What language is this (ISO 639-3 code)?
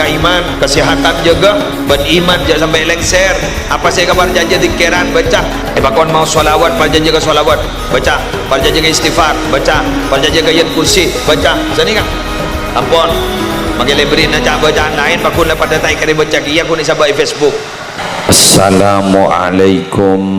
mad